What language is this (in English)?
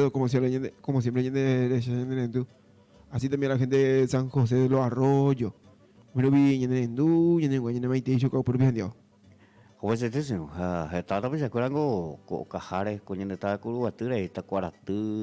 Guarani